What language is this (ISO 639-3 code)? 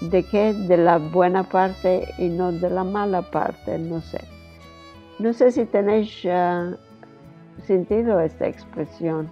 lad